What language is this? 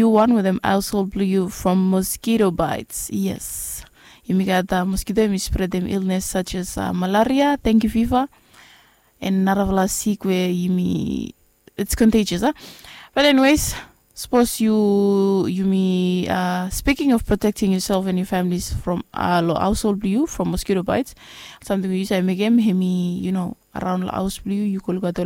Bislama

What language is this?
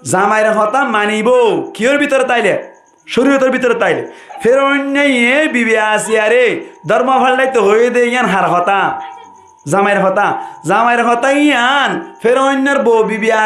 Rohingya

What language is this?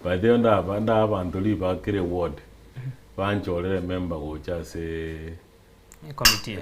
Gusii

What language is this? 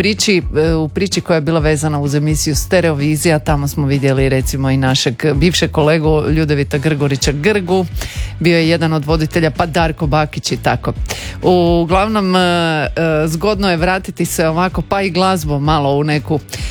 Croatian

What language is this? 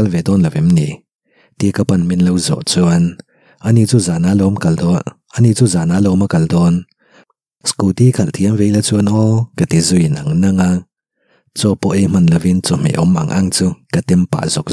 Mizo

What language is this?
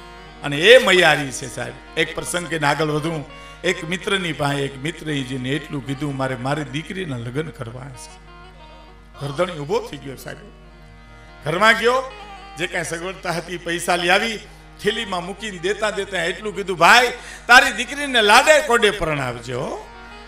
Gujarati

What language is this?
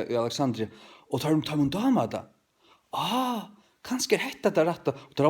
Faroese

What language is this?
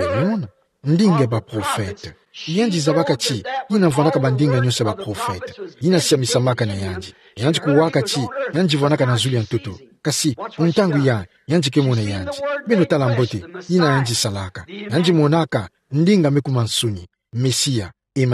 Kituba (Democratic Republic of Congo)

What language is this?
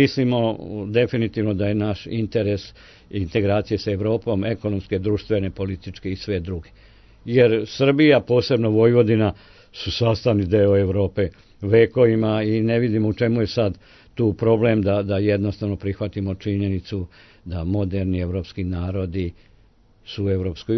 Serbian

